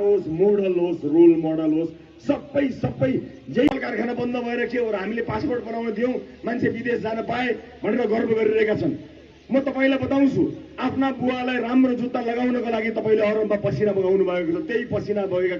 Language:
Nepali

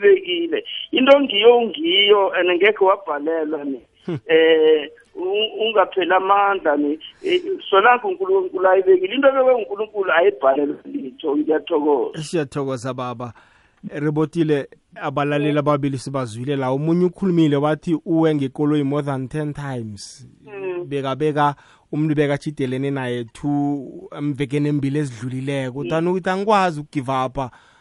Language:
South Ndebele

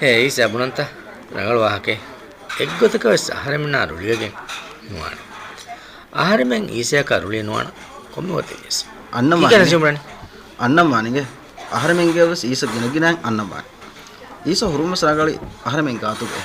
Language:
Divehi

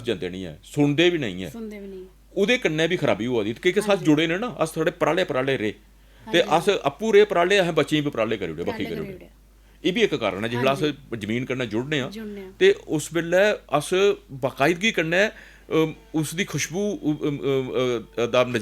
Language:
Dogri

